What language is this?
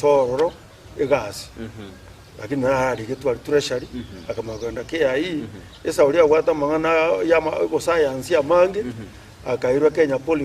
Gusii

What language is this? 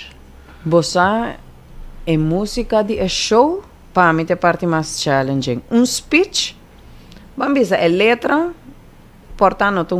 Papiamento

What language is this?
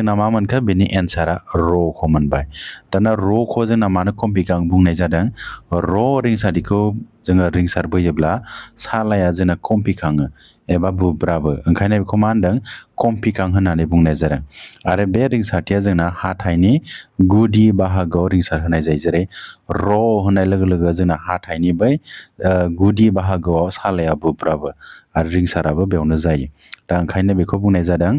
Bodo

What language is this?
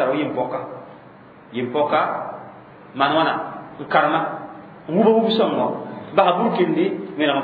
Mossi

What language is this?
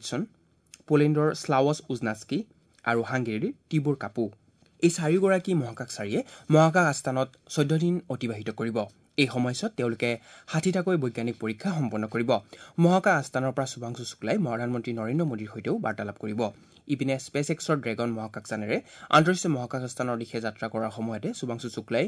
Assamese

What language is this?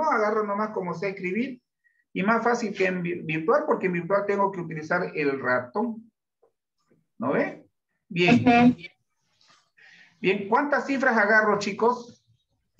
Spanish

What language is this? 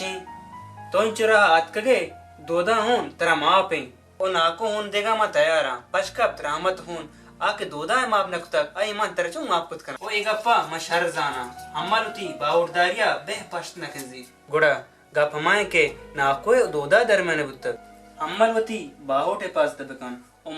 Baluchi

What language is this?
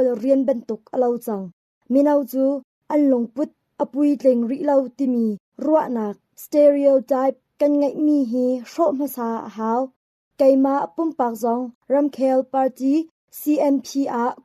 Hakha Chin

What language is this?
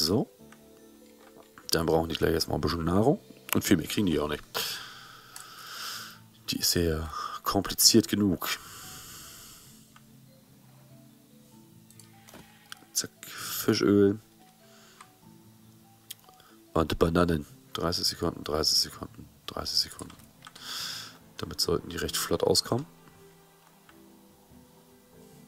German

